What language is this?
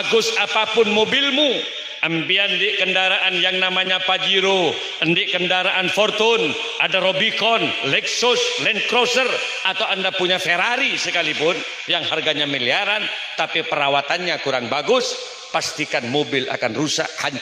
Madurese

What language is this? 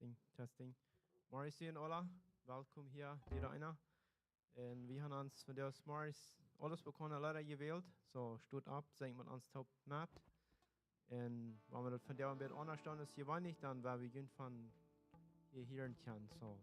Plautdietsch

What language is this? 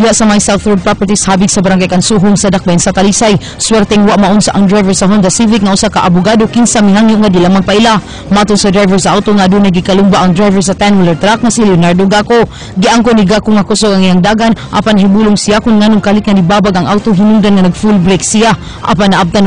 Cebuano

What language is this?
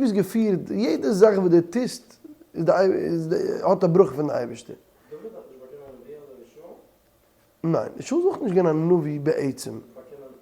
Yiddish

